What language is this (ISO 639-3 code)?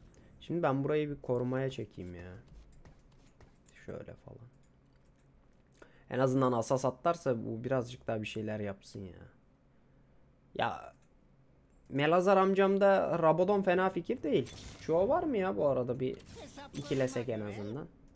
tur